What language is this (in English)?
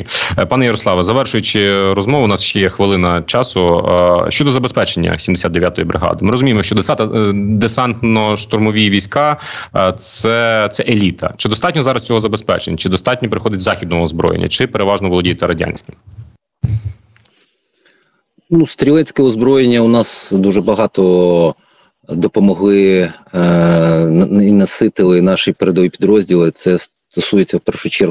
Ukrainian